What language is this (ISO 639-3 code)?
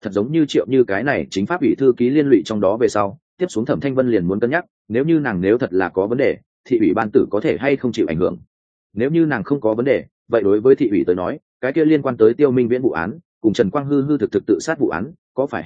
vie